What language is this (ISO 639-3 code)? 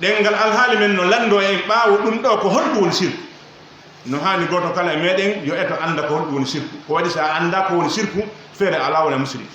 fuf